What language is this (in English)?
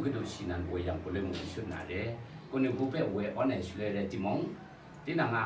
Kachin